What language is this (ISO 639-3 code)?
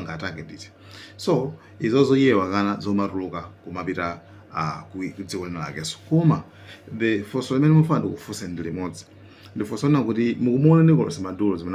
nya